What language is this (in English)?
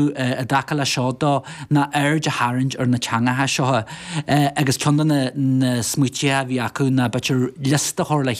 Irish